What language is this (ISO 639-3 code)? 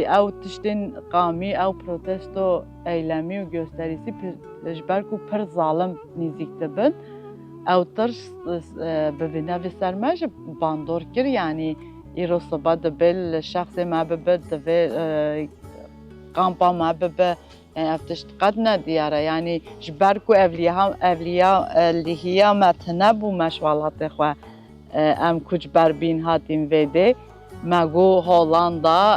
kur